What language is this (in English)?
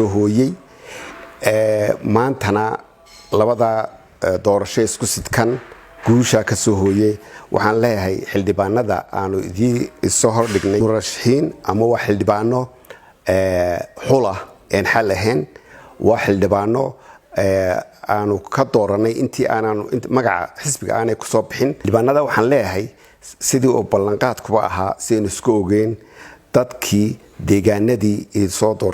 Somali